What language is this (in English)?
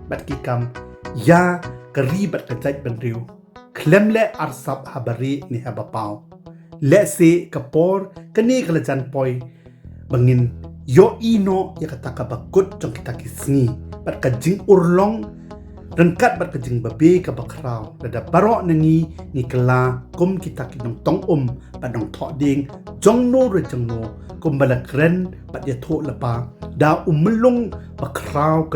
Khasi